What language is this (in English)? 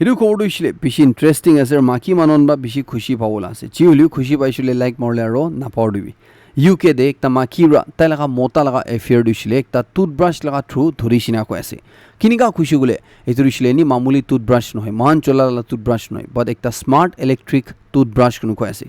Naga Pidgin